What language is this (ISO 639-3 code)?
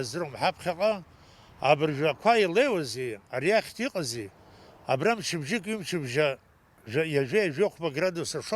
abk